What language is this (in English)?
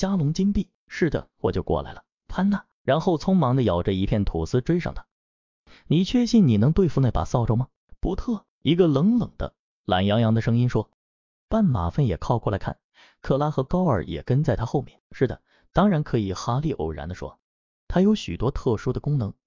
Chinese